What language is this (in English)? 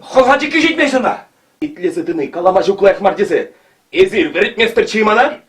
Chuvash